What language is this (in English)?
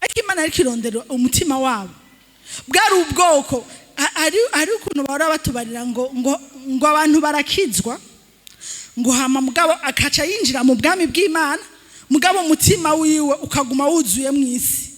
Rundi